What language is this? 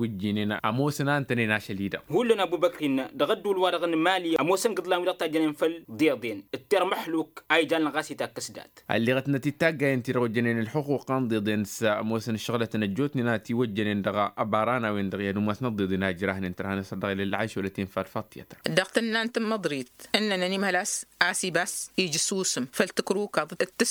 Tamasheq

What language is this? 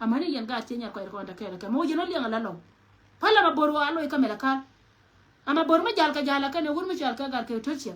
Nuer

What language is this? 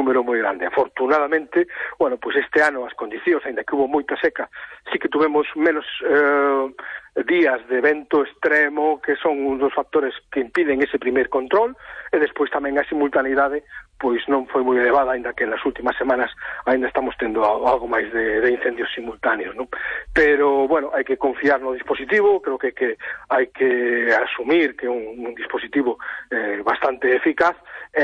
Galician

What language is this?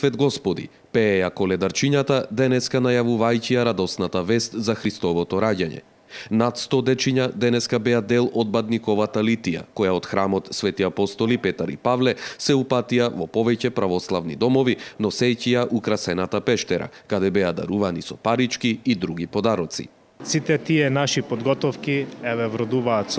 Macedonian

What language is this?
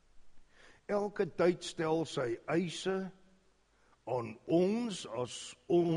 Afrikaans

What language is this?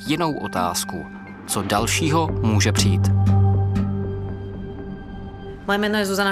Czech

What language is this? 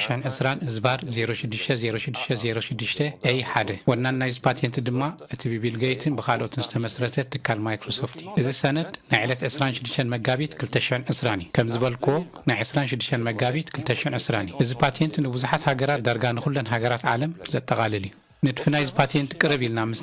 Tigrinya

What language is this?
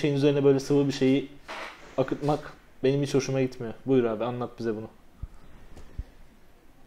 Turkish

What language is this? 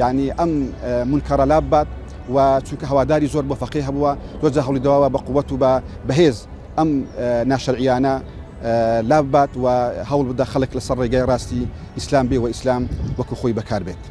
Central Kurdish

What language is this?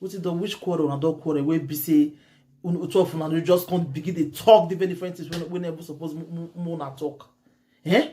Nigerian Pidgin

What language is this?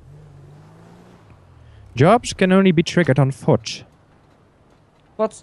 Dutch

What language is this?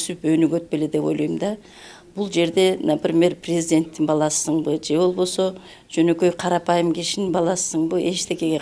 Kyrgyz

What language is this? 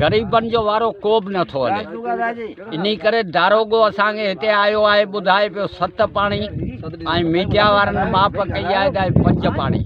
Sindhi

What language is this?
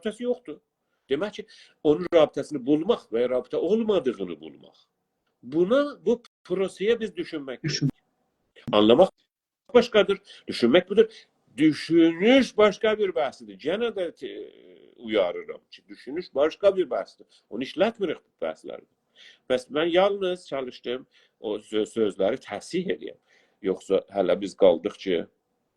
South Azerbaijani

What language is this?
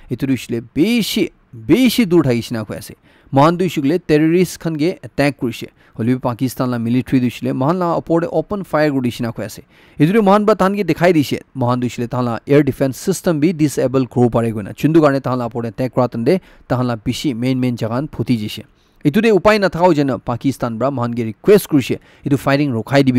Naga Pidgin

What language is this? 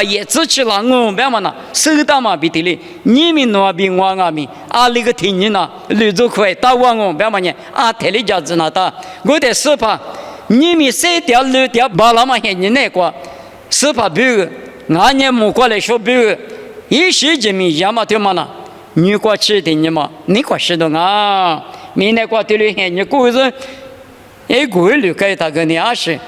Lisu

